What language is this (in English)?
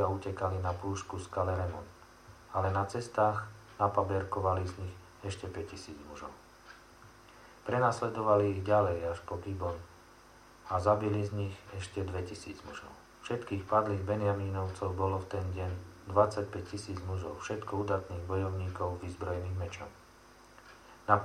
Slovak